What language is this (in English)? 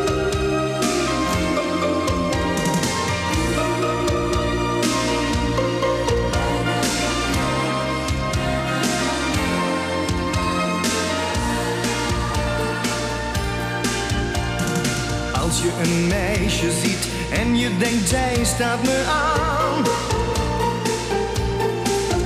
Dutch